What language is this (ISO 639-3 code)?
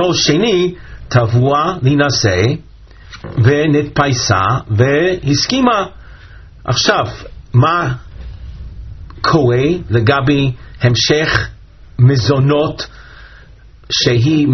heb